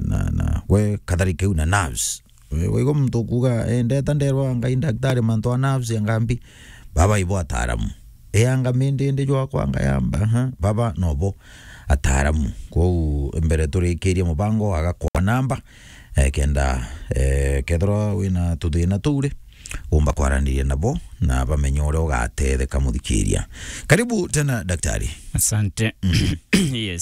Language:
Meru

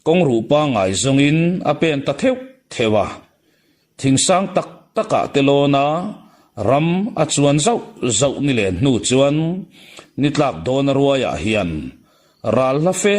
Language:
Mizo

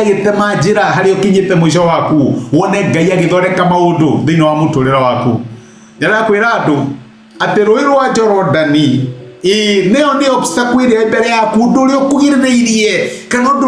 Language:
Kikuyu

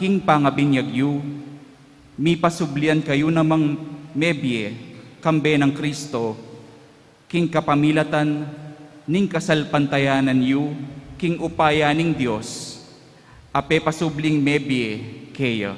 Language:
Pampanga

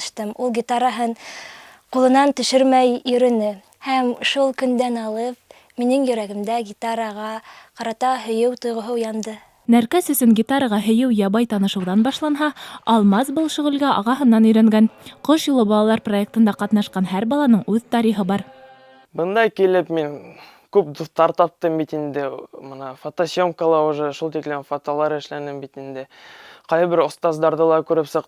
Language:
Bashkir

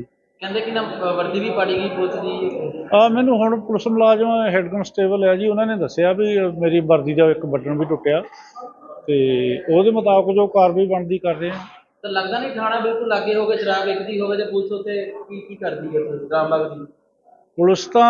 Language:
Punjabi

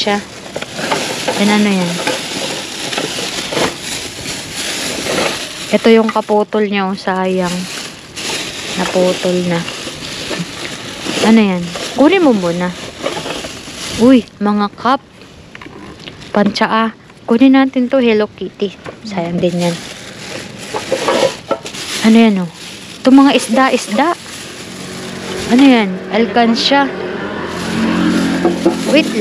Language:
Filipino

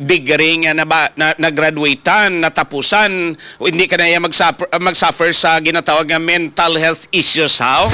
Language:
Hiligaynon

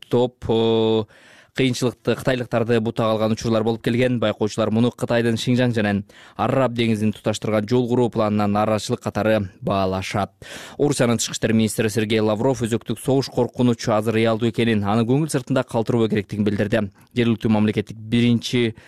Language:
Kyrgyz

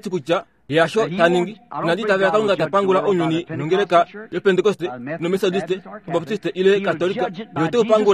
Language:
Kuanyama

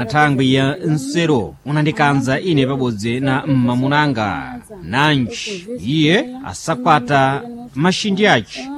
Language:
Sena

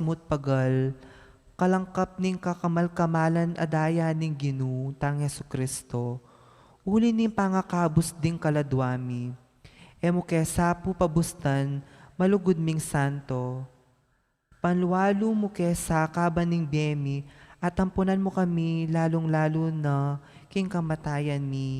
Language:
Pampanga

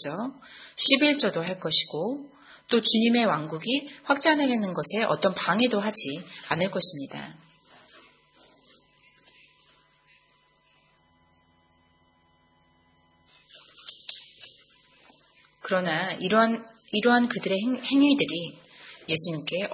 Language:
Korean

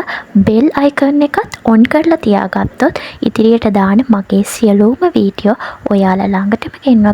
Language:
Sinhala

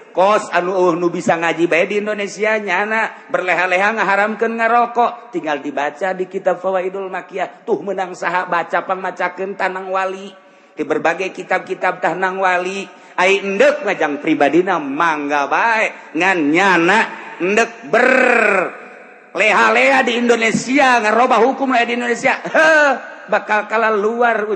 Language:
Sundanese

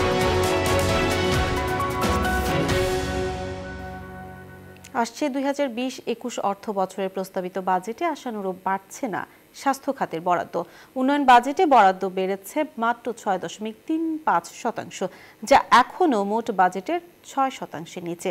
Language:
Bangla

